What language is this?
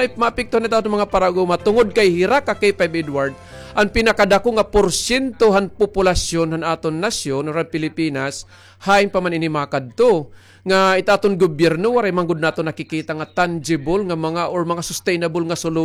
Waray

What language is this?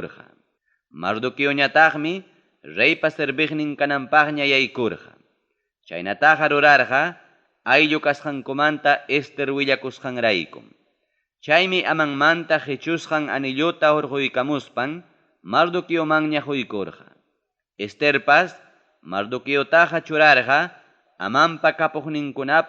Ayacucho Quechua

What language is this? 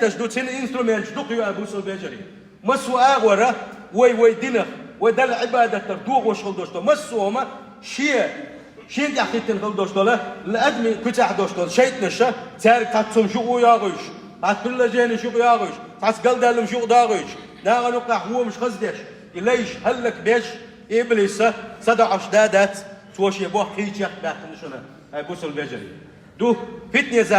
Chechen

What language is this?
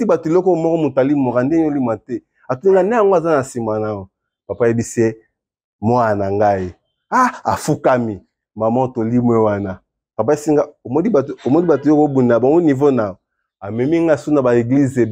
Lingala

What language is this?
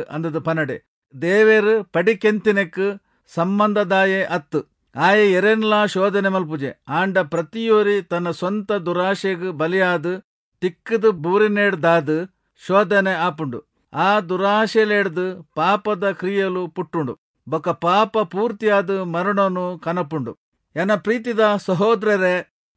Tulu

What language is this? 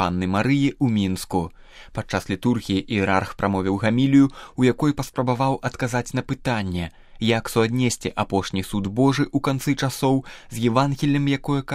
Belarusian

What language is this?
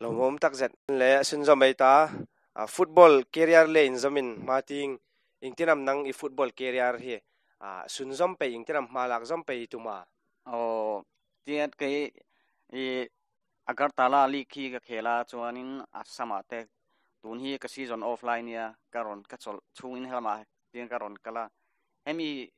Hmar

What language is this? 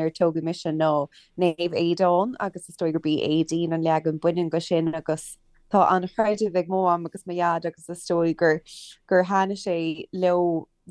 Irish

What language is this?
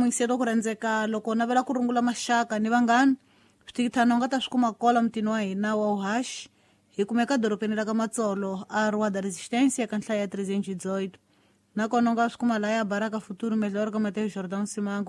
Tsonga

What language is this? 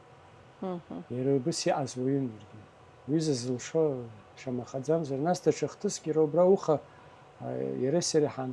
Abkhazian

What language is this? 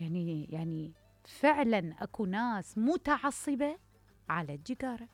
Mesopotamian Arabic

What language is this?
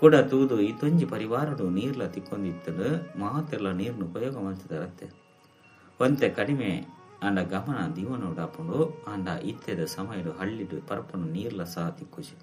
Tulu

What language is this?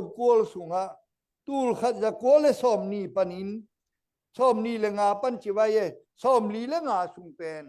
Tedim Chin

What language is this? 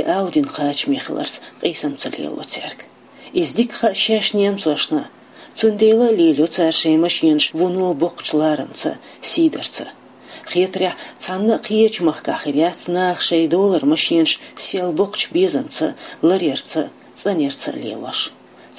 Chechen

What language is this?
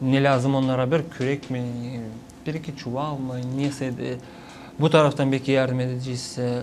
Gagauz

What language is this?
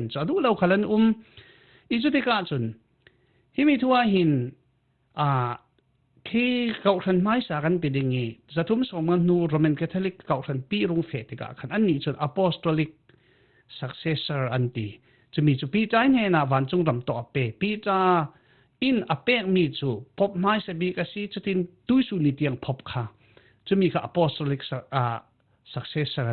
Falam Chin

